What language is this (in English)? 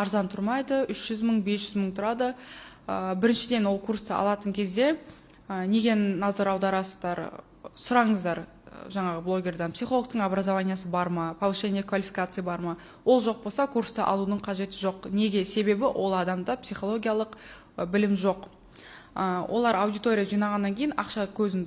Kazakh